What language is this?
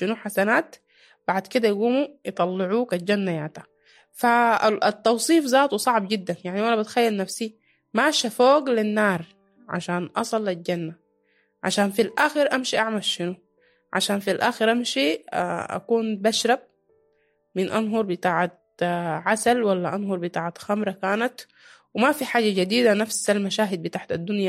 Sudanese Arabic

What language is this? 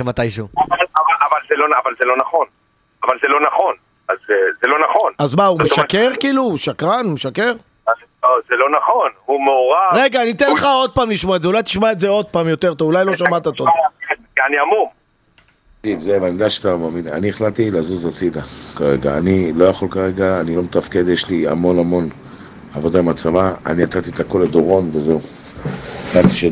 Hebrew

